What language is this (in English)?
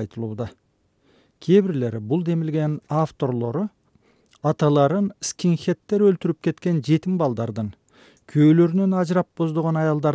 Kyrgyz